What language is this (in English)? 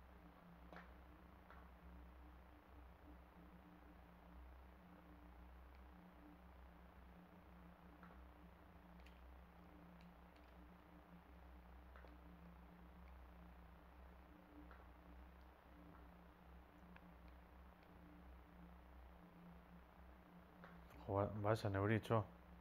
Basque